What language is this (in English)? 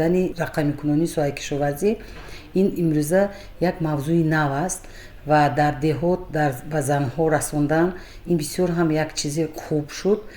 Tajik